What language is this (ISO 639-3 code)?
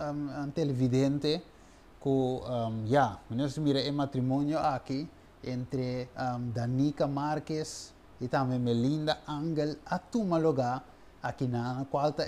pap